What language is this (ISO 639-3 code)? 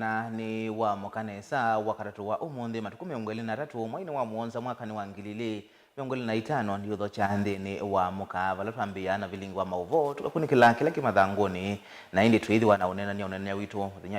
kam